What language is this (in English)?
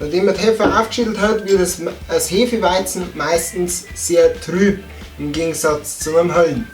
Bavarian